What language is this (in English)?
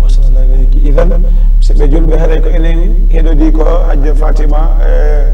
Fula